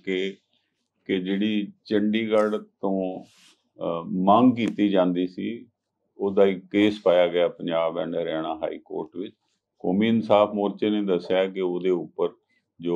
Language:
Punjabi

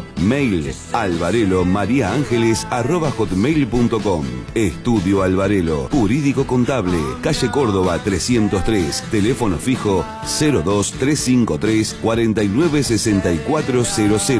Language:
Spanish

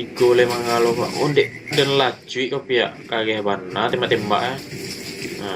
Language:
Minangkabau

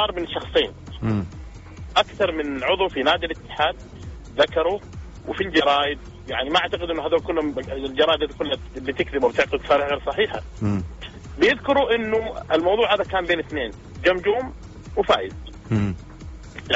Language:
Arabic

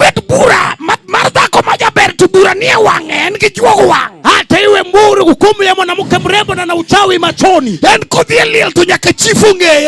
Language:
Luo (Kenya and Tanzania)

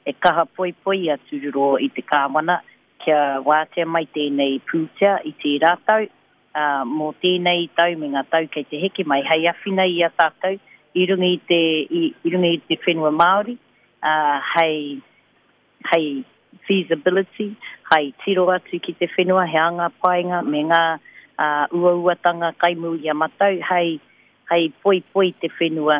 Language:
Māori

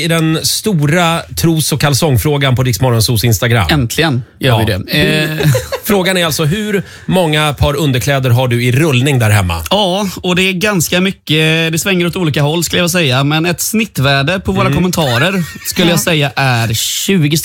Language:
Swedish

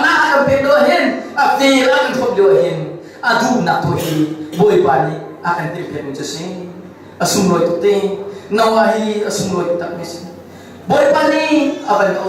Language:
Hakha Chin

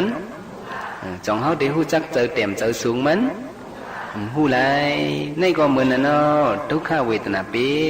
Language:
Shan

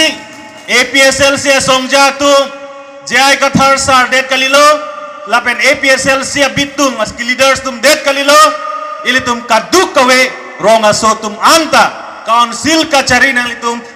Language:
Karbi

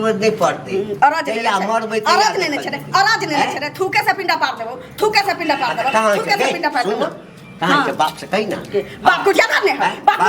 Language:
Maithili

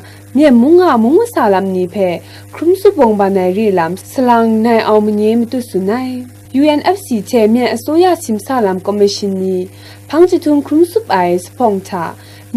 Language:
Kachin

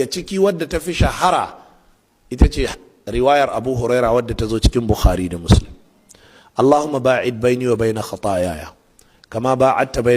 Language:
Hausa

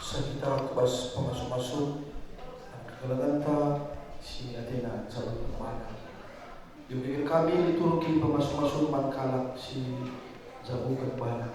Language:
Batak Karo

